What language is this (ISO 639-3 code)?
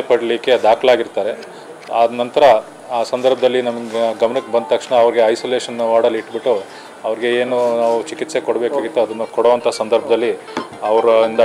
kan